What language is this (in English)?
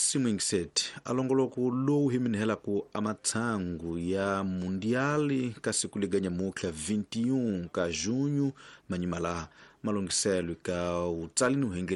Tsonga